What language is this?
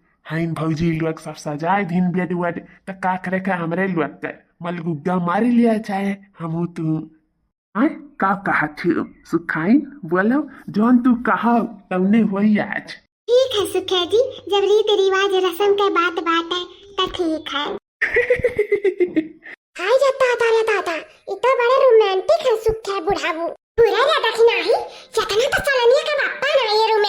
Awadhi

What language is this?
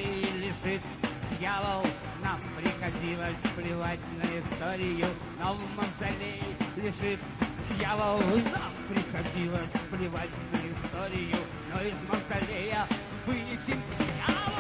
Russian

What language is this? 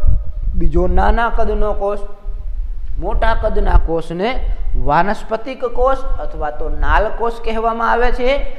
Gujarati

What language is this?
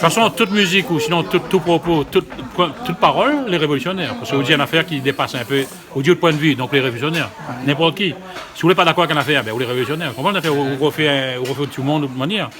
Réunion Creole French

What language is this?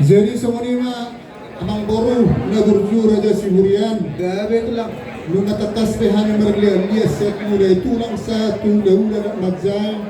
Batak Toba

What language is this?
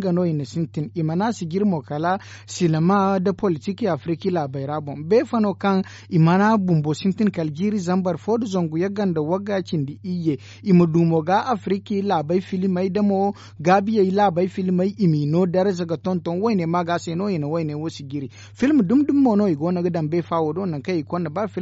Zarma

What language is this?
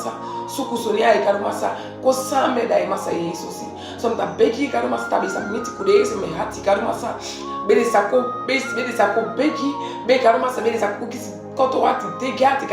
Saramaccan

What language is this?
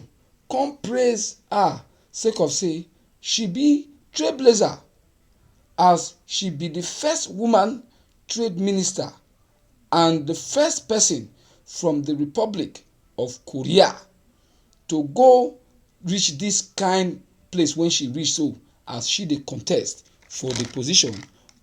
Nigerian Pidgin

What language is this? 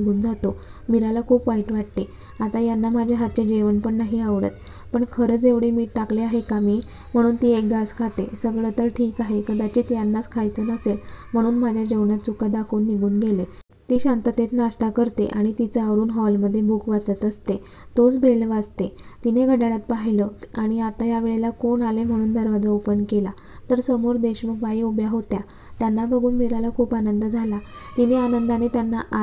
Marathi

